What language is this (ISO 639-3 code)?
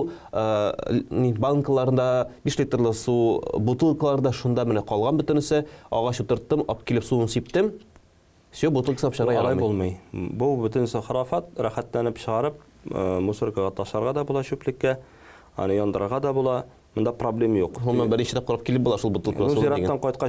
tat